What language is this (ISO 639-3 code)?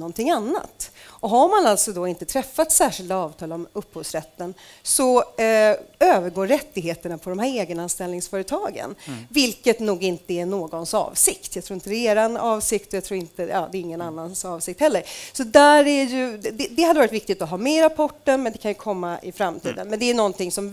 swe